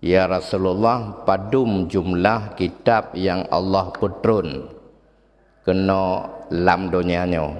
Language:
Achinese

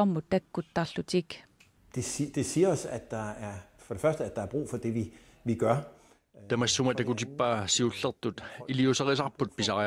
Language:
Kalaallisut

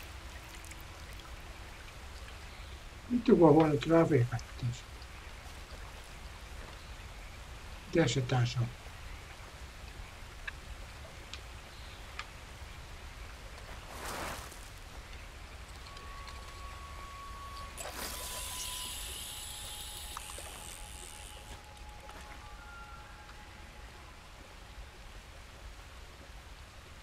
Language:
Finnish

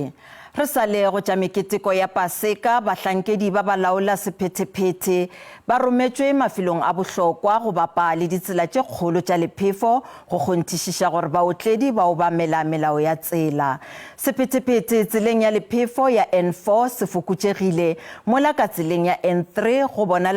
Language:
Northern Sotho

